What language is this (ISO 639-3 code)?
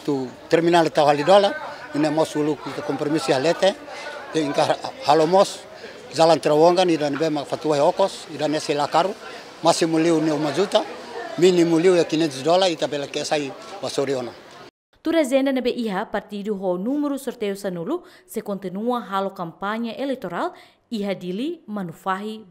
tet